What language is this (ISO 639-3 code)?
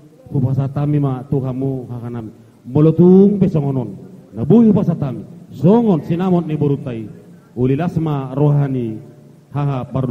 bbc